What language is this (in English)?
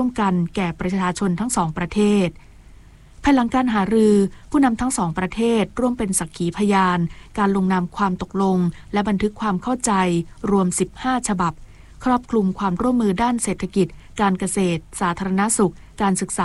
Thai